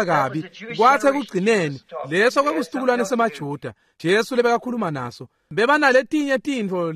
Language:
Swati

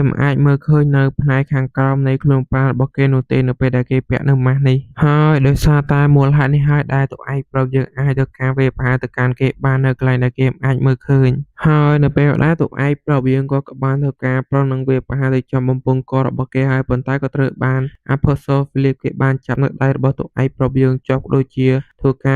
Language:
Khmer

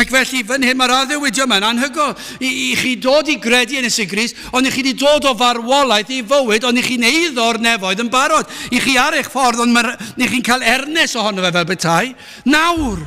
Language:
Welsh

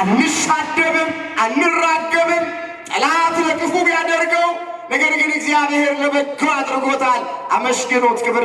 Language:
Amharic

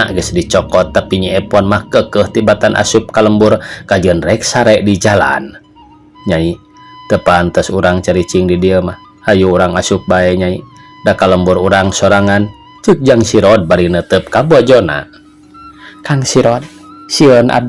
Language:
Sundanese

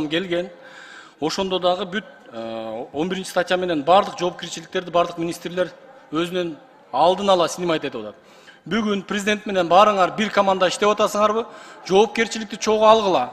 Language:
Kyrgyz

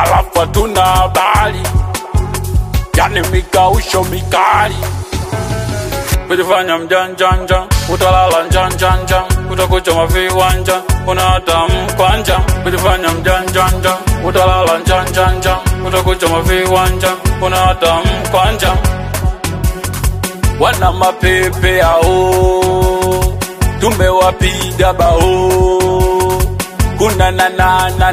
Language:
Swahili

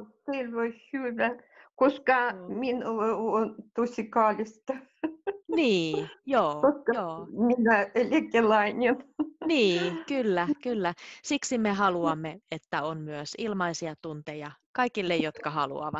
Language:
Finnish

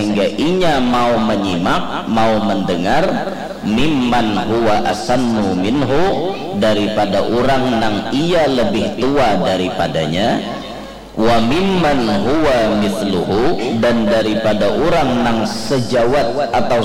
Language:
Banjar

